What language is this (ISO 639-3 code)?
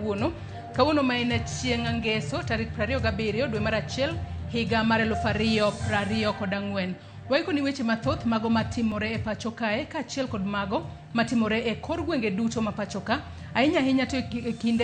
luo